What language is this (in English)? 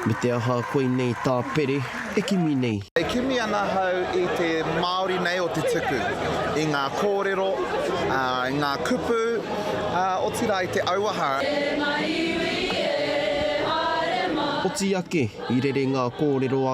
Māori